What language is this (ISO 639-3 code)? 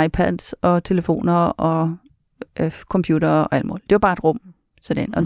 dan